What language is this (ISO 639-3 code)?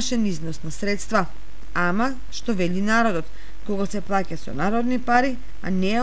mkd